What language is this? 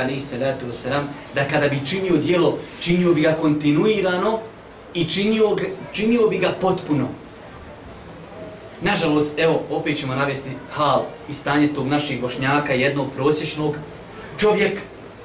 Bosnian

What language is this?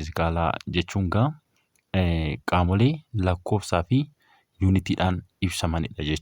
Oromo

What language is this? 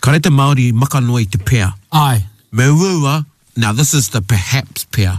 Māori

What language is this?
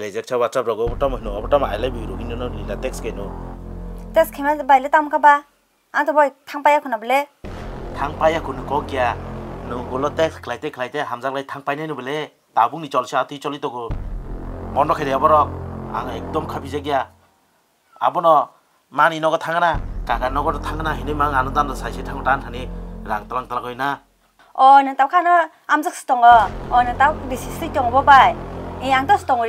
Kok Borok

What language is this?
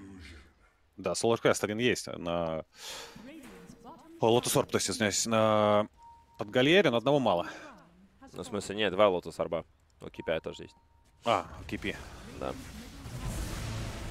Russian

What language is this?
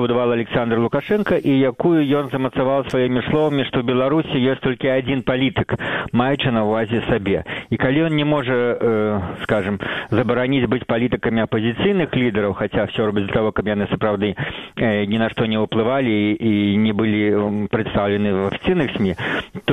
Belarusian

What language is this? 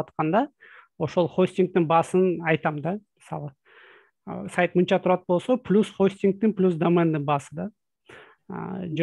Kyrgyz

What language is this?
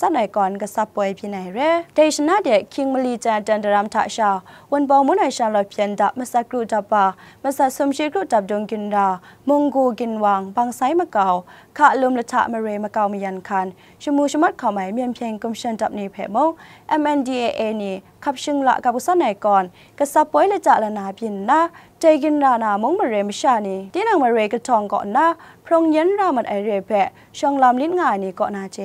Kachin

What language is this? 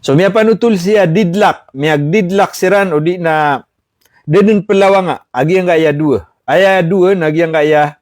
Maranao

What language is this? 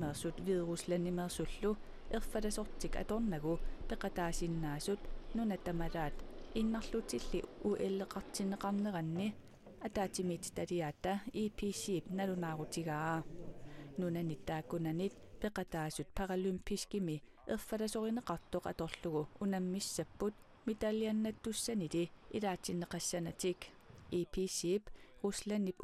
Kalaallisut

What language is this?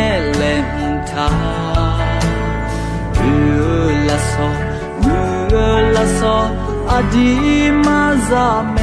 Akha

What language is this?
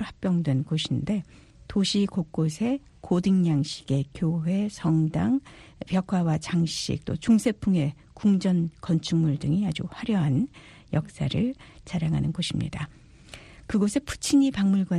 Korean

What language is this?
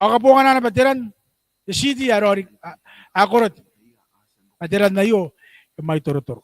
Gilbertese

